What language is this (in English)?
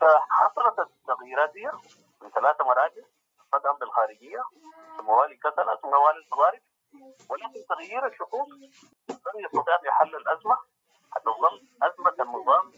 Sudanese Arabic